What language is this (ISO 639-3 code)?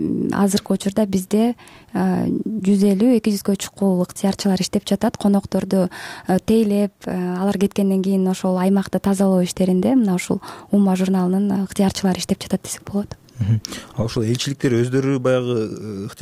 kir